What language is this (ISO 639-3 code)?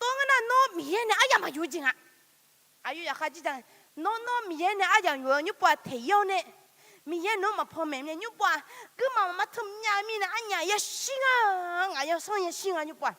ahk